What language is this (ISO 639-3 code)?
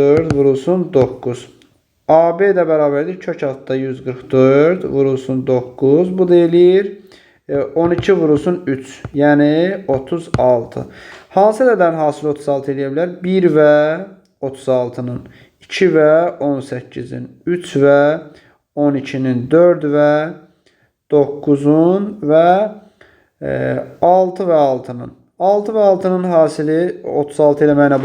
aze